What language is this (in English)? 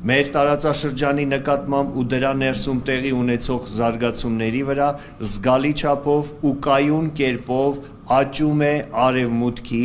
Western Armenian